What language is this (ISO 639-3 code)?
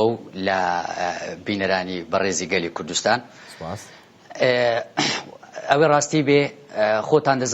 ckb